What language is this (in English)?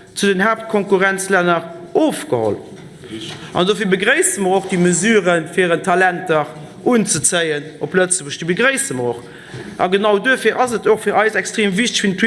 Luxembourgish